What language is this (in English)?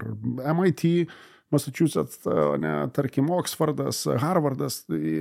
Lithuanian